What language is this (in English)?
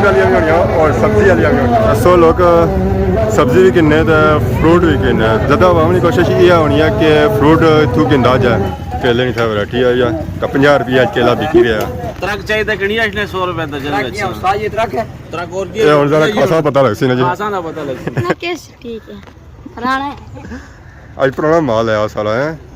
Pahari-Potwari